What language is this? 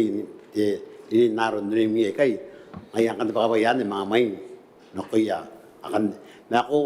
Gilbertese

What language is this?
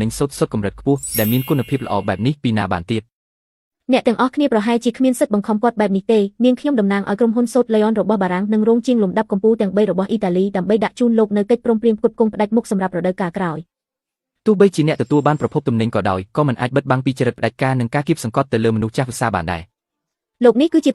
Khmer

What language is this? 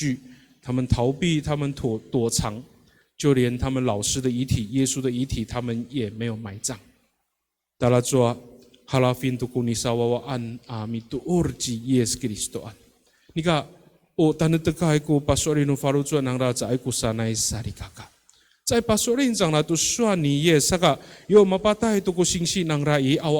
Amis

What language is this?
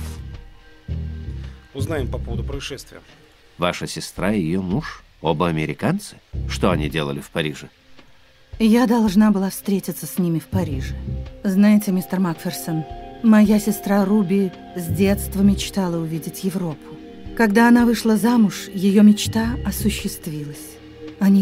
Russian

